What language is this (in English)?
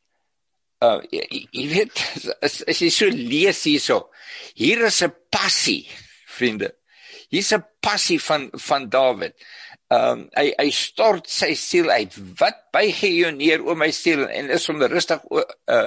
Afrikaans